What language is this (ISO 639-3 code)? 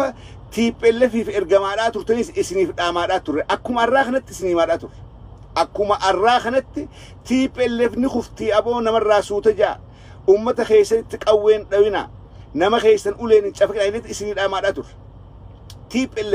orm